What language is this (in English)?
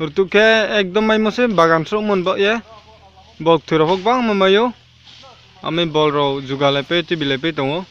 Riang (India)